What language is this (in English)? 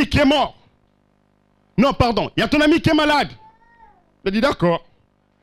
French